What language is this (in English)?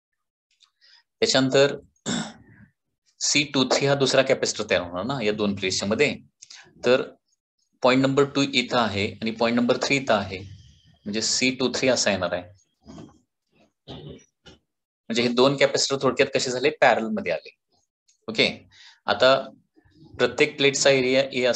Marathi